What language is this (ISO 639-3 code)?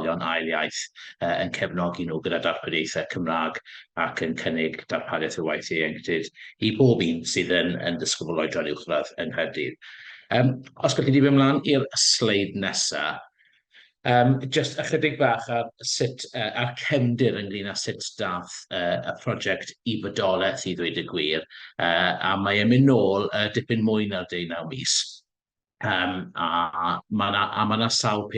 cym